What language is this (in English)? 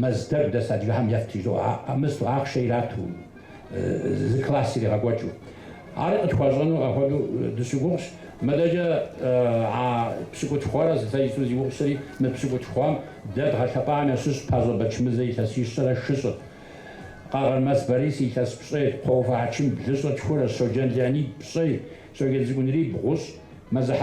Kabardian